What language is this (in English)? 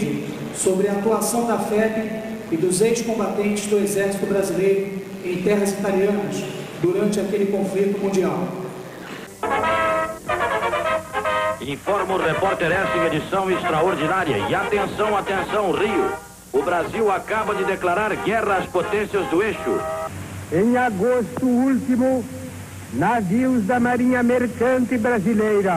Portuguese